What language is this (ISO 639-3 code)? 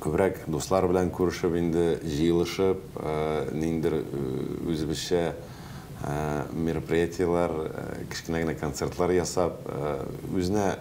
tat